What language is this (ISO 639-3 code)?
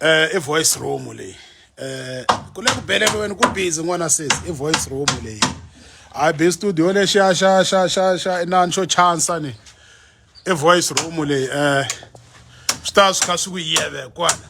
tso